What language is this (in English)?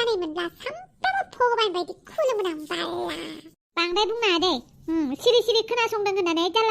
Bodo